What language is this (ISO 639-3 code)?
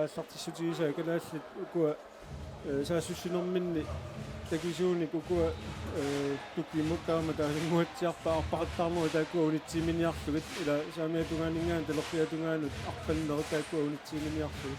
kal